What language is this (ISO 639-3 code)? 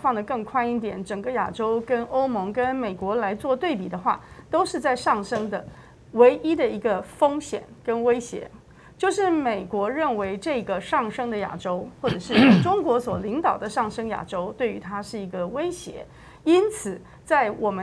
zho